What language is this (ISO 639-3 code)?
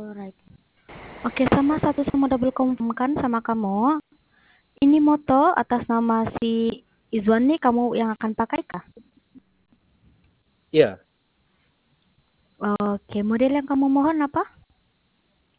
ind